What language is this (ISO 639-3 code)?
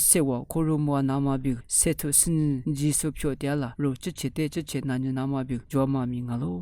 lis